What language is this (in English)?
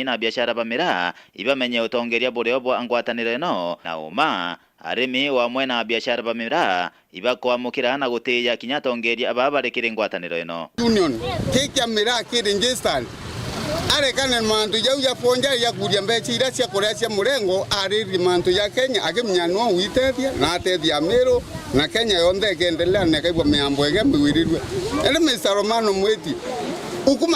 Meru